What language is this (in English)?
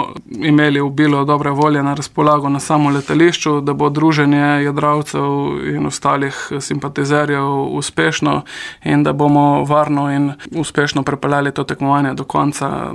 Slovenian